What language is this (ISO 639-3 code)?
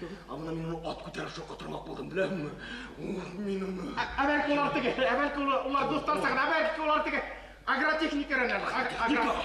bak